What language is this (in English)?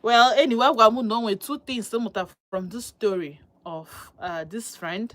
Igbo